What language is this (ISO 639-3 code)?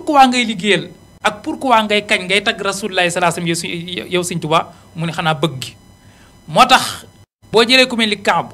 wol